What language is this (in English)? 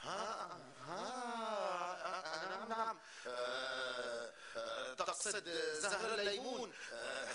North Levantine Arabic